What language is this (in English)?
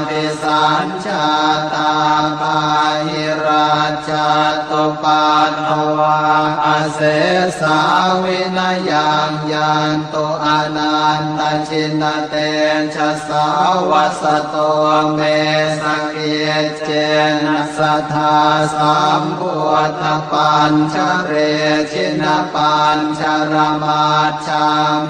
Pali